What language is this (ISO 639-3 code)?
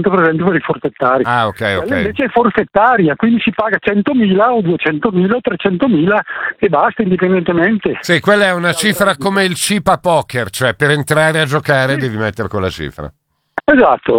ita